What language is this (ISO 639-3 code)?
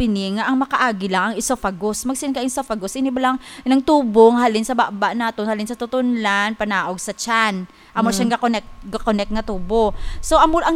hil